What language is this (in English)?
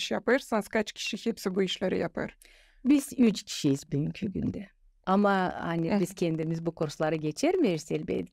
Gagauz